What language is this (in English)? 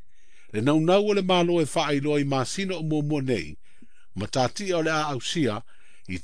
Samoan